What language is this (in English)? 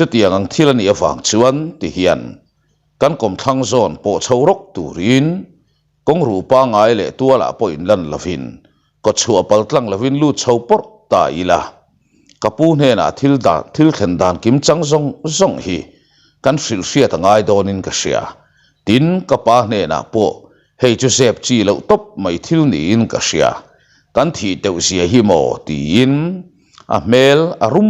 Mizo